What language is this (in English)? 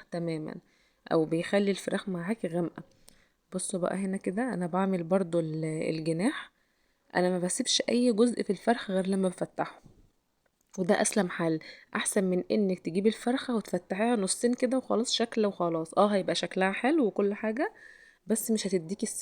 Egyptian Arabic